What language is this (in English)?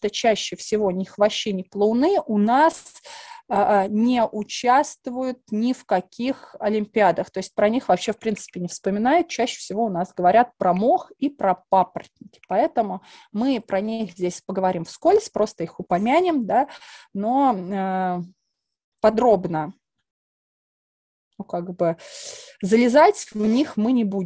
Russian